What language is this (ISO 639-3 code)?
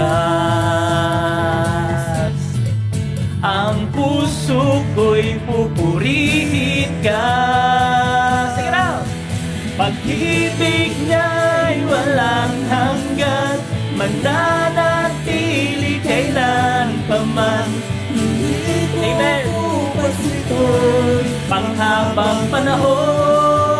fil